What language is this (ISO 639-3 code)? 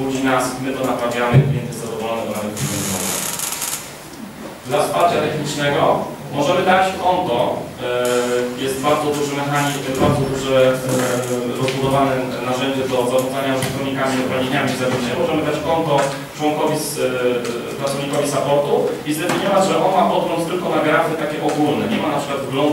pol